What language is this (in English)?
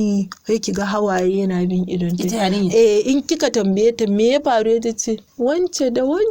Hausa